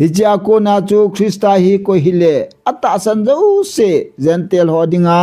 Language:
Thado Chin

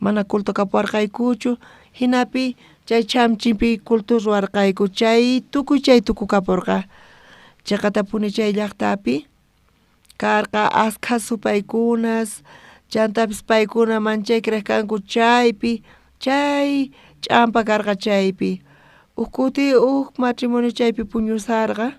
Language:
South Bolivian Quechua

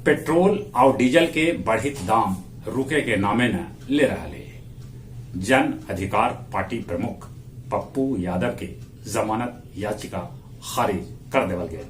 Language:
Magahi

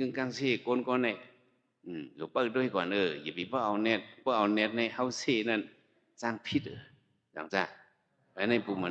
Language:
Shan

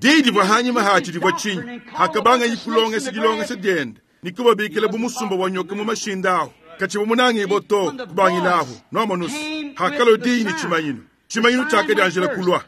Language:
Luba-Lulua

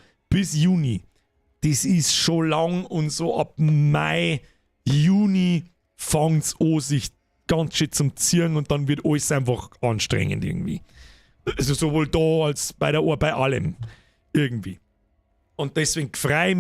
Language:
Bavarian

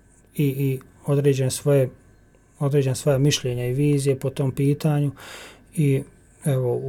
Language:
Bosnian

